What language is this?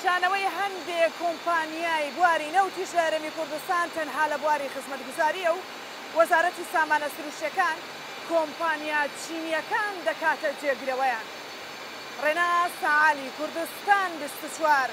Central Kurdish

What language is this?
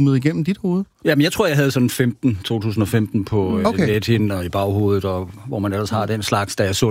Danish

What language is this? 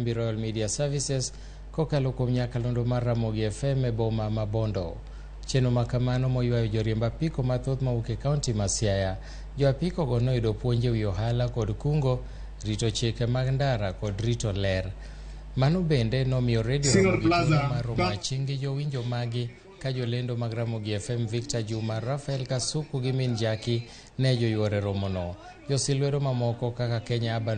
Luo (Kenya and Tanzania)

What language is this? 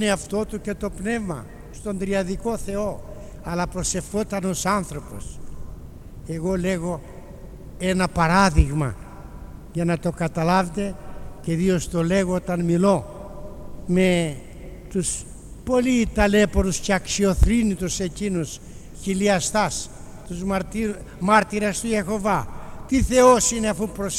Greek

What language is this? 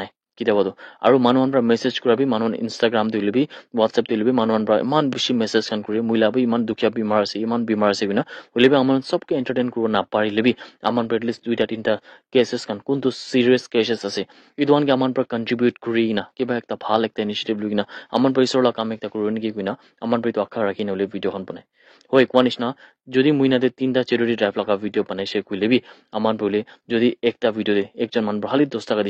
Naga Pidgin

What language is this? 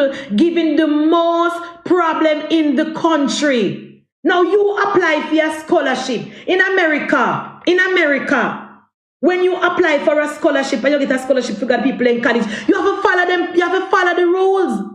Jamaican Creole English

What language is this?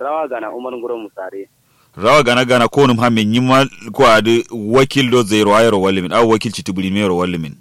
Kanuri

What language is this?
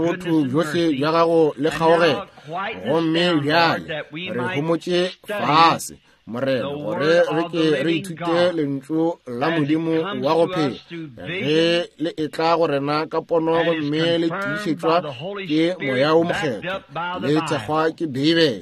Northern Sotho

